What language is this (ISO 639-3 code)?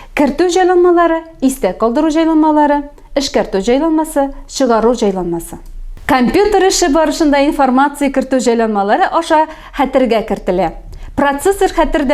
tat